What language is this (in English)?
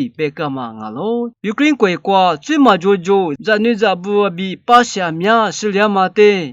Lisu